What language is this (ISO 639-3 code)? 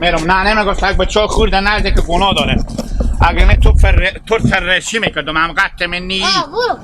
haz